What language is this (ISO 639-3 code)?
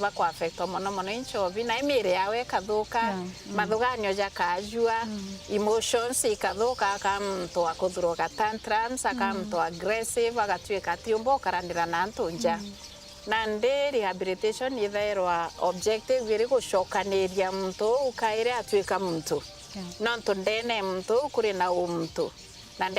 mer